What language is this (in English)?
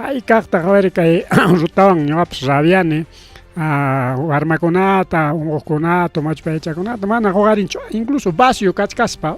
Ayacucho Quechua